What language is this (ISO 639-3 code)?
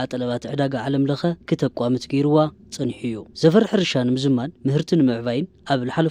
tir